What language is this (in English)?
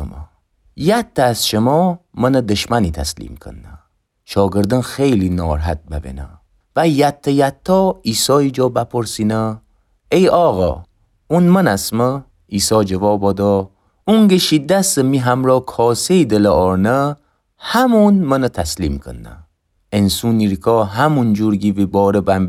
Gilaki